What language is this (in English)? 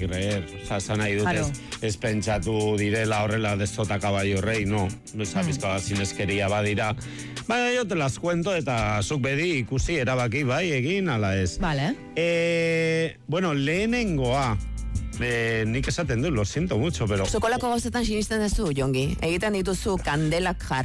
Basque